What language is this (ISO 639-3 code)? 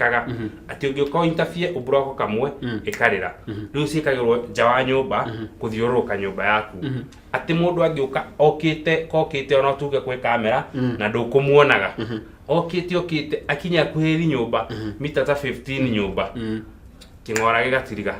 kik